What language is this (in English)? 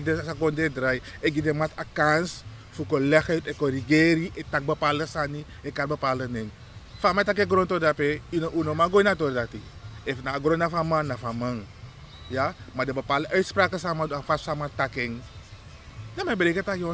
Sranan Tongo